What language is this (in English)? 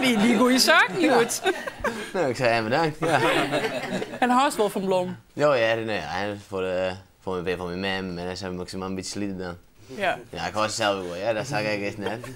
Western Frisian